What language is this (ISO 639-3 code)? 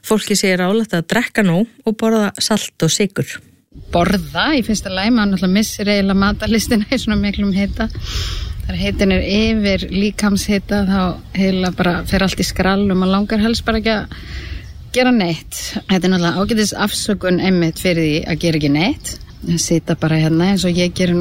isl